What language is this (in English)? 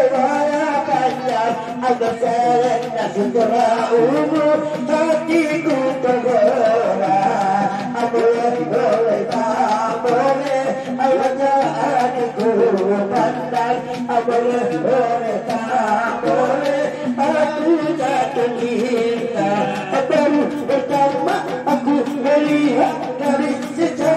Batak Angkola